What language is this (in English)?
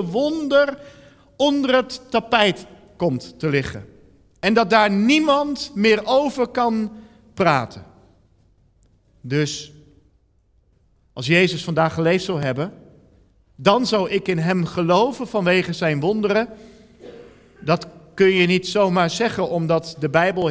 Dutch